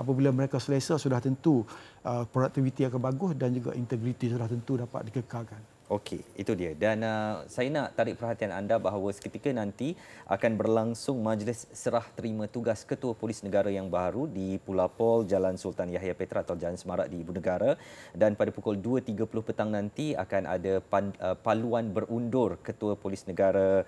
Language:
Malay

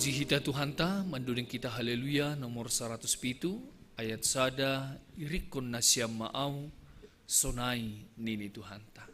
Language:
Batak Simalungun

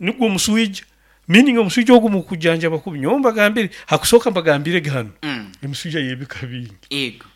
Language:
Nyoro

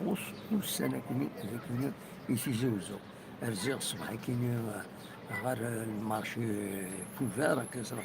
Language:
Kabyle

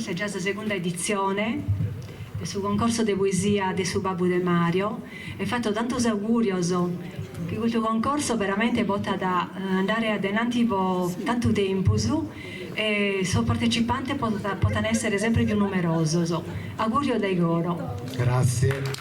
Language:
Sardinian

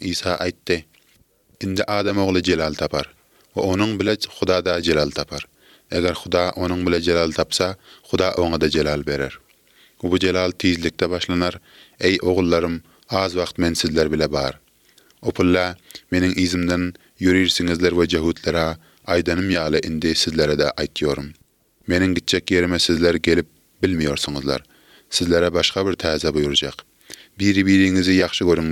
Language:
Turkmen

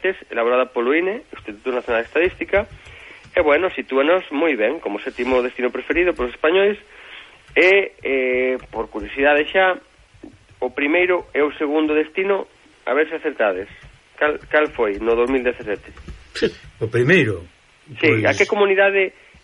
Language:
Galician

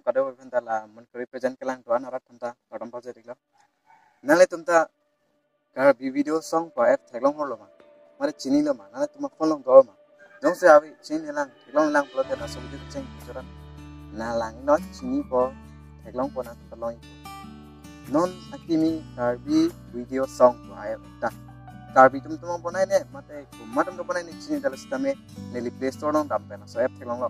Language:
Karbi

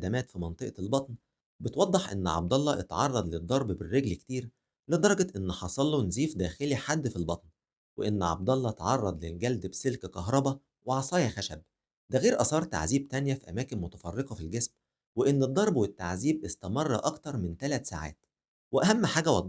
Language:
Egyptian Arabic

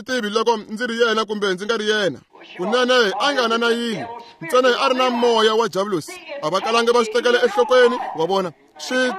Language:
Tsonga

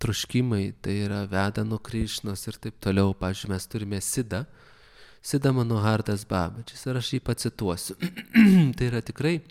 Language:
Lithuanian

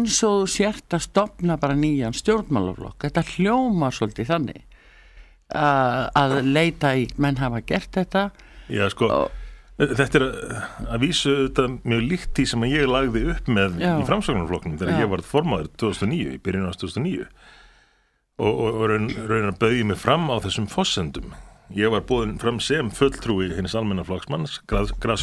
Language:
Icelandic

